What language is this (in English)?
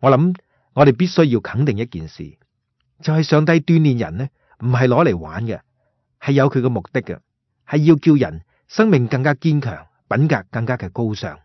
Cantonese